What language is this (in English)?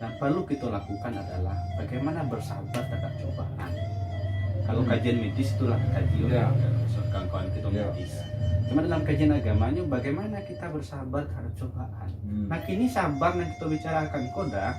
Minangkabau